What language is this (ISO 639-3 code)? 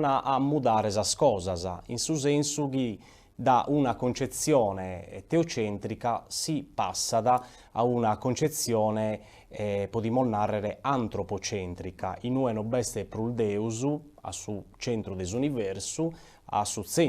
srd